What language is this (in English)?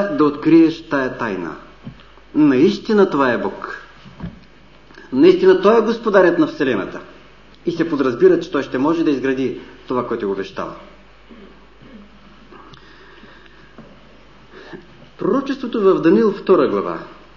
Bulgarian